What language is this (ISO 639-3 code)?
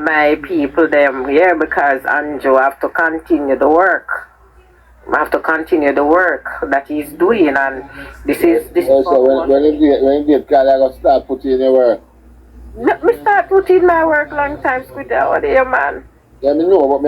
jam